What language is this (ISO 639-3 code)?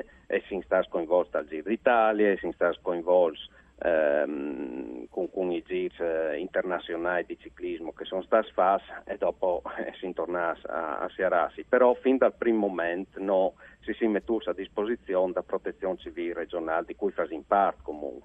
fur